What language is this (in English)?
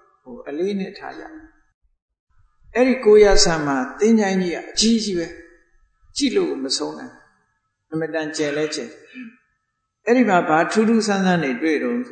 Burmese